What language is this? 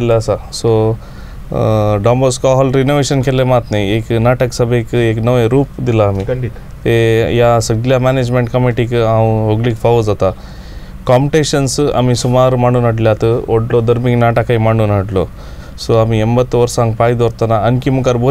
Konkani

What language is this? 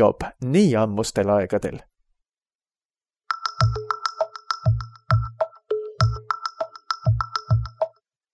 Estonian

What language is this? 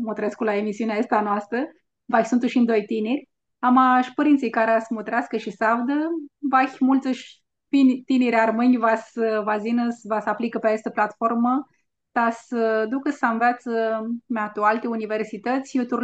Aromanian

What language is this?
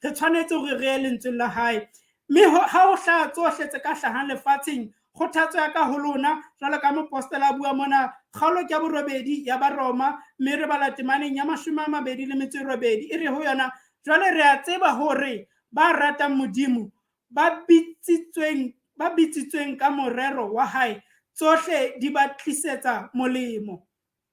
Southern Sotho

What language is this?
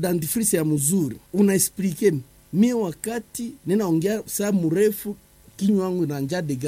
Swahili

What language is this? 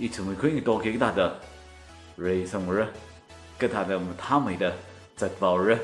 Tangkhul Naga (India)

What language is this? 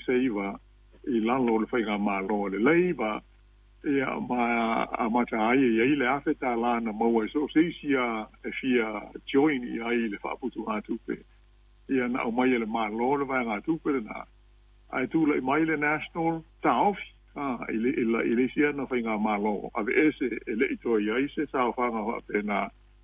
Samoan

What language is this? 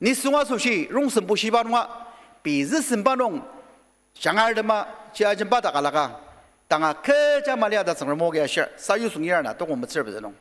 Ao Naga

